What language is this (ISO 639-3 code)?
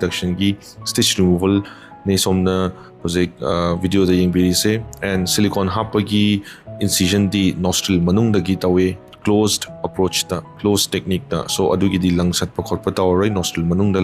mni